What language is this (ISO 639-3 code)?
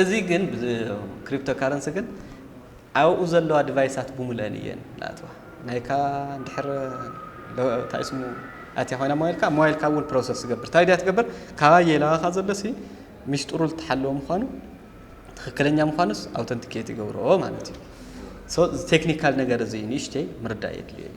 tir